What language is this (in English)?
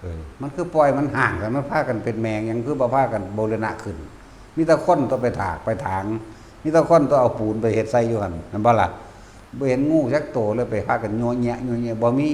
Northeastern Thai